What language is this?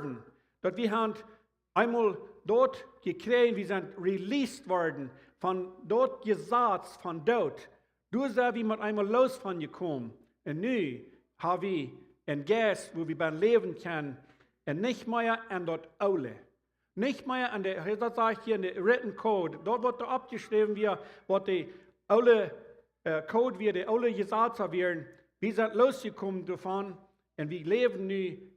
Plautdietsch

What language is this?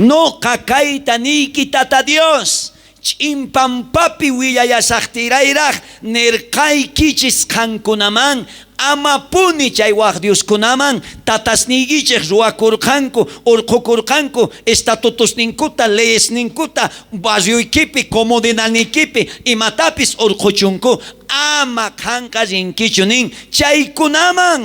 South Bolivian Quechua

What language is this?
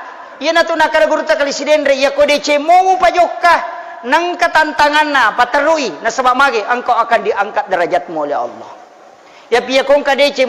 Buginese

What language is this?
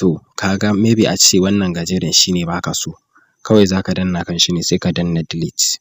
Hausa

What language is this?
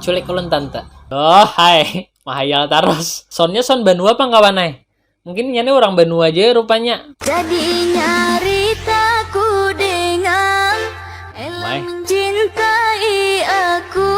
Banjar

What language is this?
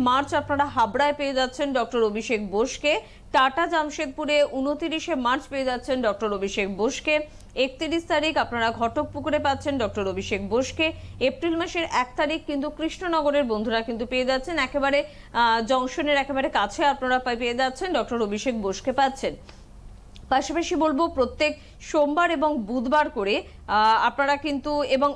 Bangla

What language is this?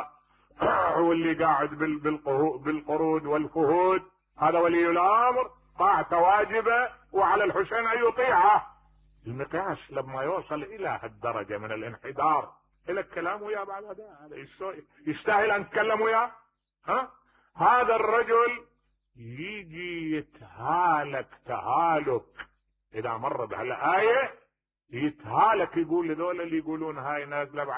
Mesopotamian Arabic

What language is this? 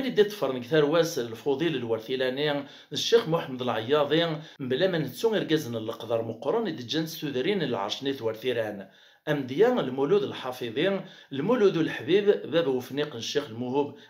Kabyle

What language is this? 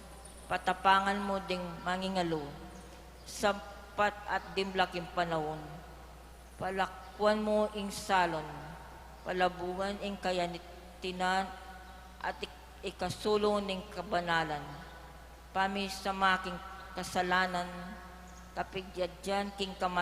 Pampanga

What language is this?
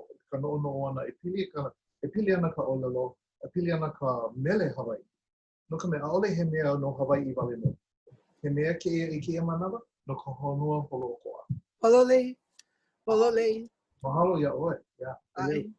Hawaiian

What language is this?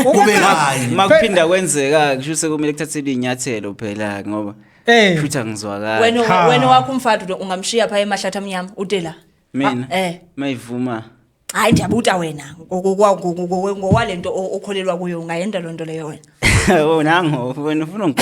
Zulu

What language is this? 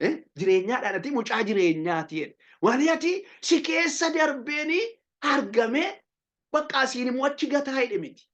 Oromo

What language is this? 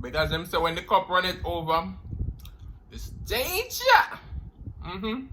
Jamaican Creole English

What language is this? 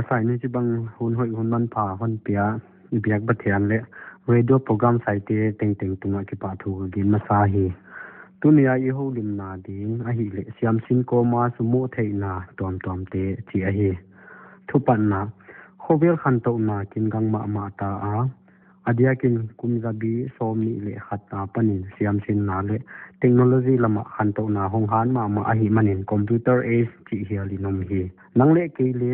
Paite Chin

